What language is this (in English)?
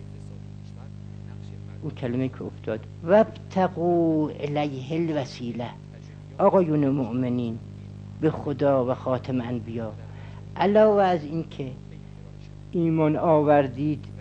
Persian